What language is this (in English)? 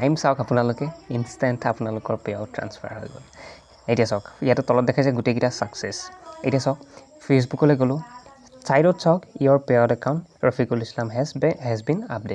Assamese